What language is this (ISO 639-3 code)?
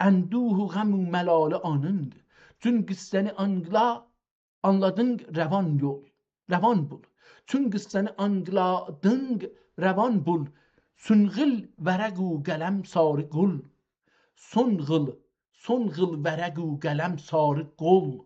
azb